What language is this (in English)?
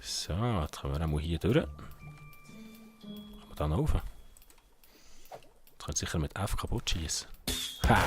Swiss German